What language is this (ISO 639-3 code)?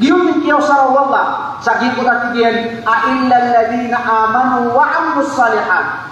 mrw